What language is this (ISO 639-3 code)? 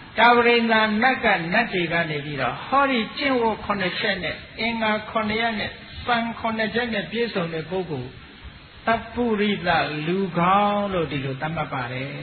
mya